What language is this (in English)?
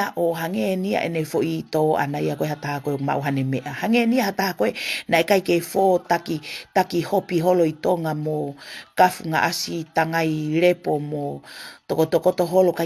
Tongan